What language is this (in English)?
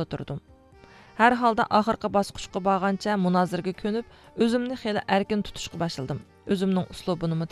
Uyghur